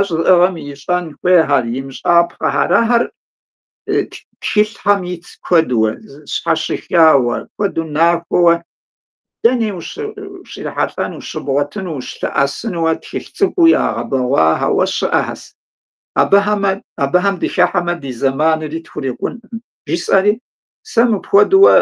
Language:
Kabardian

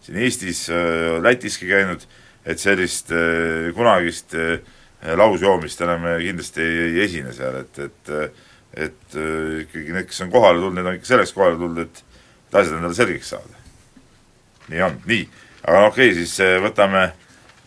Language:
Estonian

